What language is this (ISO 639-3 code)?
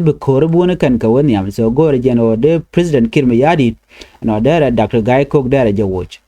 nus